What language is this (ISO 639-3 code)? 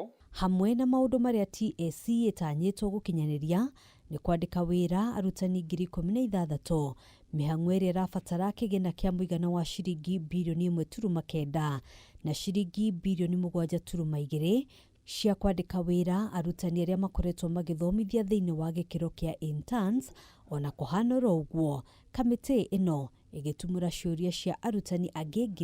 kik